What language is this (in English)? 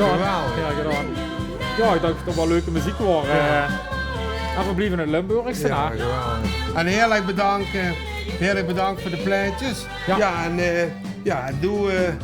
Limburgish